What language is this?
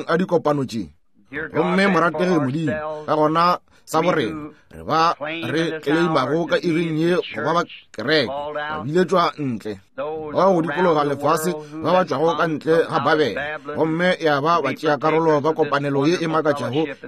Northern Sotho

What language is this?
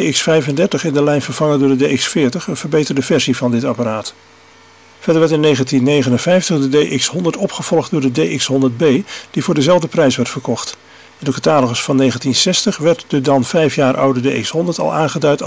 Dutch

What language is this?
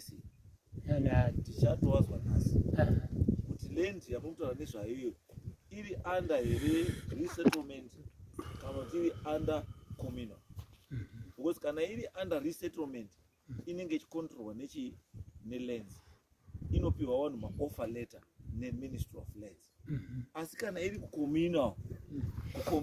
Shona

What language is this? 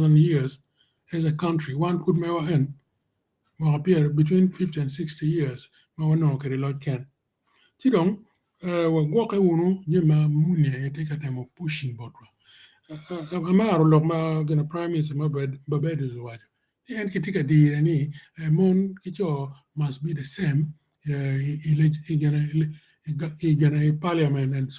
Acoli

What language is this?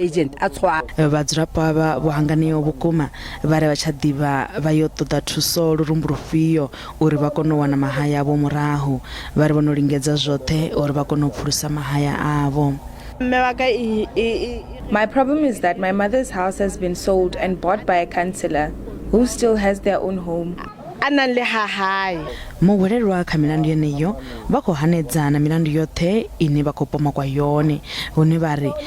Venda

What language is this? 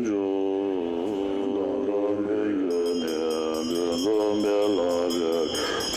Tibetan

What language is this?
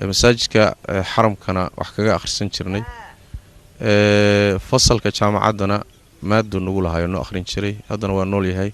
Somali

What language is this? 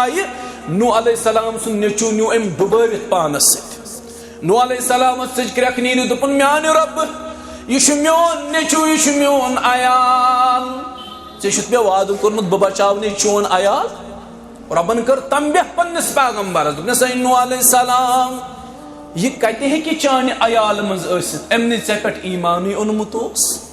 Kashmiri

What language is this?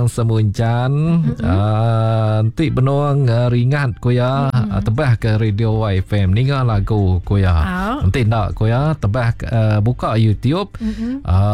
Iban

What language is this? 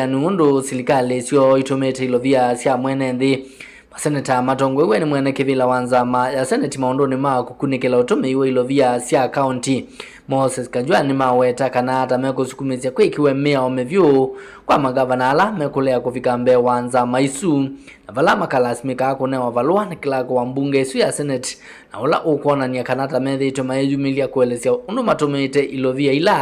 Kamba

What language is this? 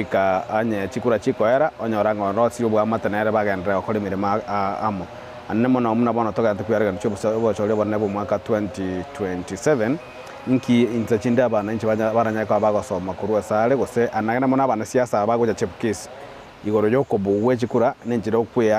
Gusii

